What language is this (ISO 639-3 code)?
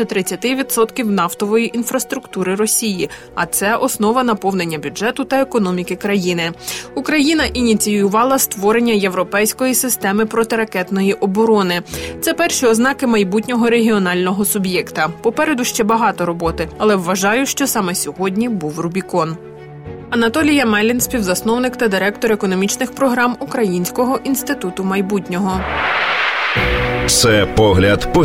ukr